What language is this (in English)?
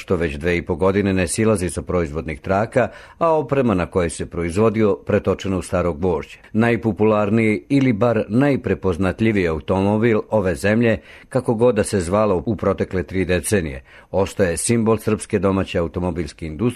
Serbian